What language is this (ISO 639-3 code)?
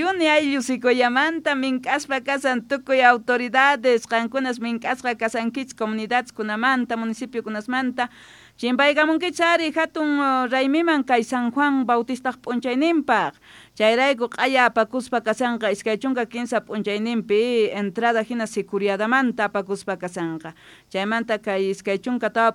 que